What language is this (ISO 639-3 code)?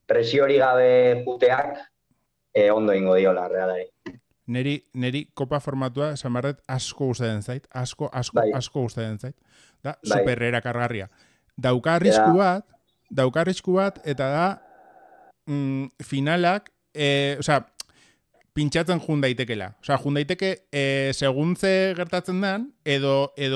eus